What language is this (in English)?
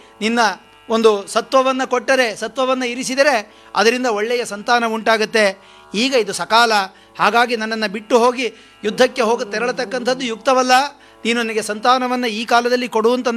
Kannada